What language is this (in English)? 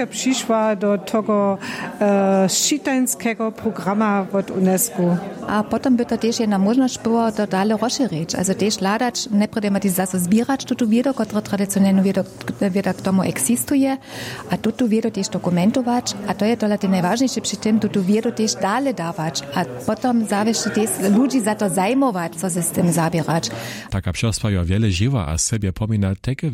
Upper Sorbian